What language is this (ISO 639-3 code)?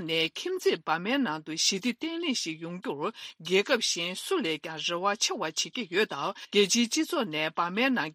bod